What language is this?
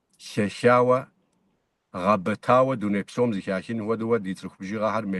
Kabardian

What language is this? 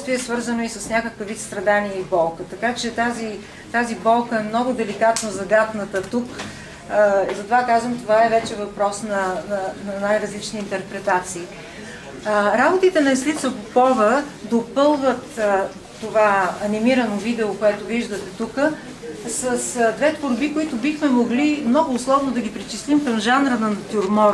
Bulgarian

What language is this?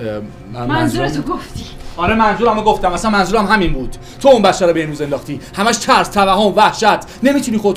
Persian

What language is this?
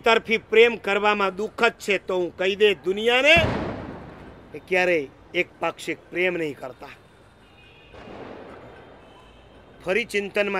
Gujarati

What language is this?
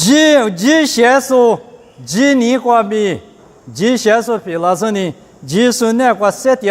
Lisu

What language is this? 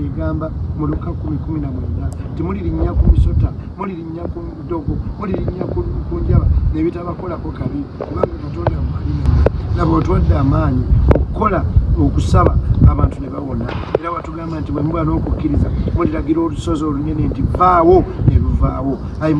Ganda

